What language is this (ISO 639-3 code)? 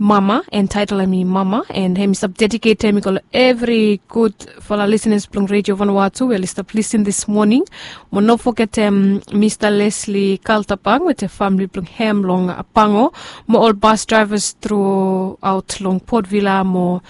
bis